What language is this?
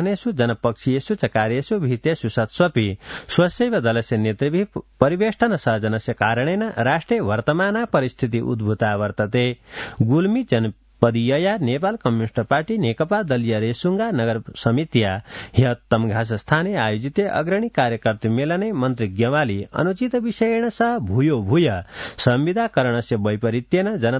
Sanskrit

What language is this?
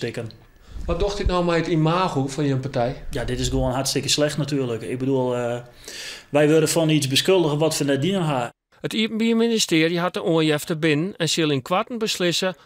Western Frisian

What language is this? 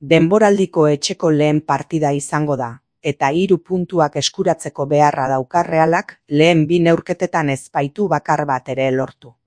Basque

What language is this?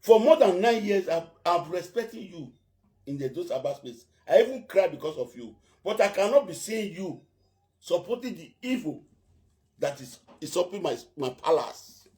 Nigerian Pidgin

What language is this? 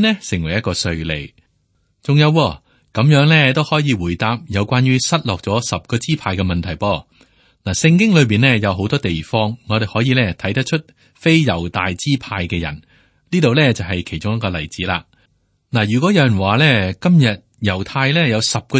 Cantonese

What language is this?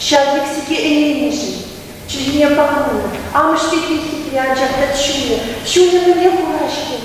Chuvash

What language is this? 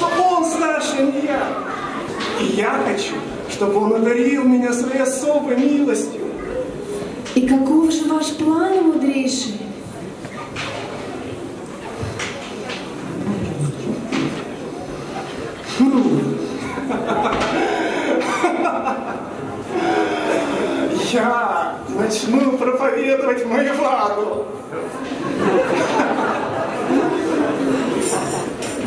Russian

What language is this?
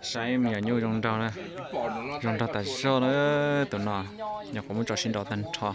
Hmong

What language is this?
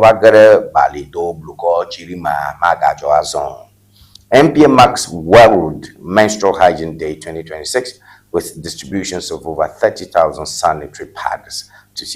Ewe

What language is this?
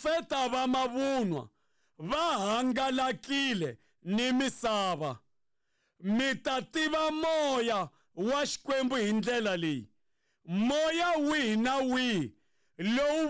Tsonga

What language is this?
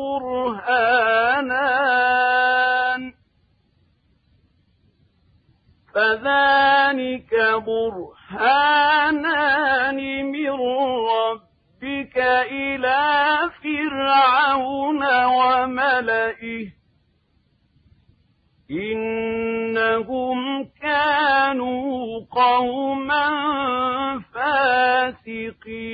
Arabic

